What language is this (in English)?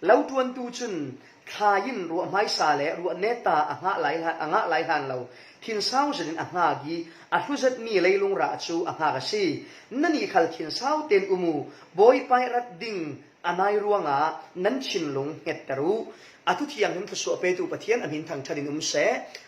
Falam Chin